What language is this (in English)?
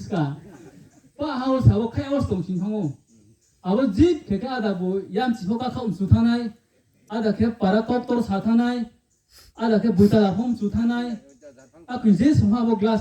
Riang (India)